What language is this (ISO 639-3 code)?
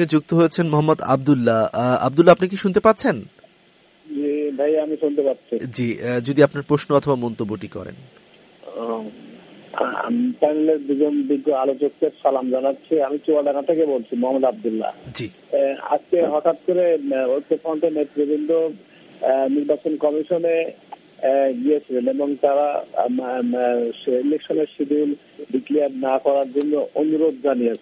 ben